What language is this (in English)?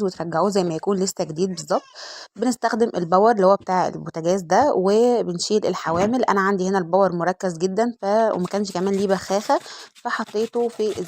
Egyptian Arabic